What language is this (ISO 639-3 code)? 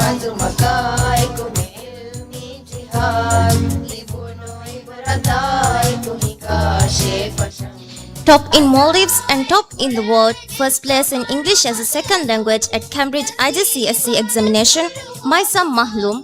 div